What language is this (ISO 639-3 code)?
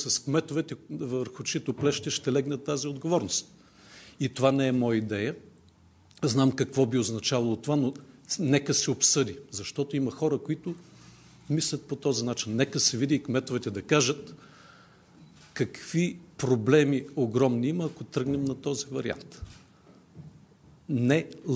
bul